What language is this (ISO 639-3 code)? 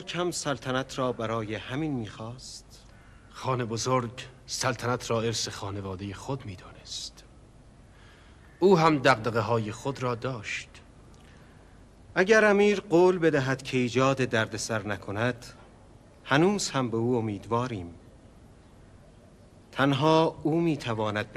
fas